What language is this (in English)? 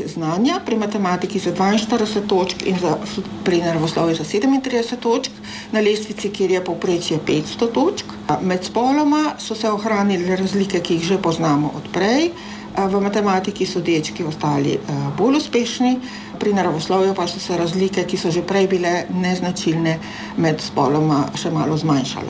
Slovenian